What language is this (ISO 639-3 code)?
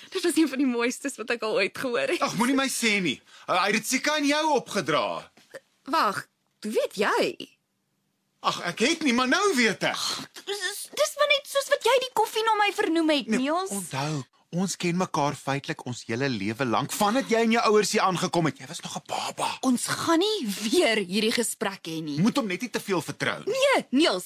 afr